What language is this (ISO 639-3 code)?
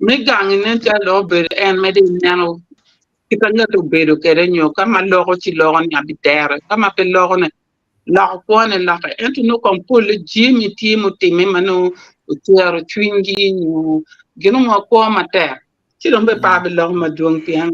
ach